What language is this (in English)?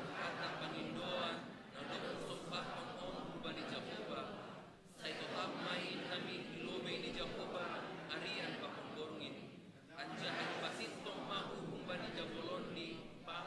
Batak Simalungun